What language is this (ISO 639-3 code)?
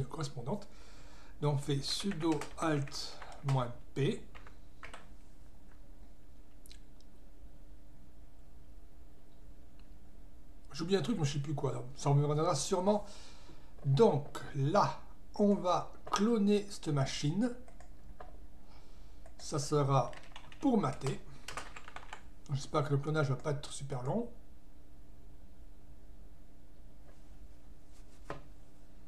fra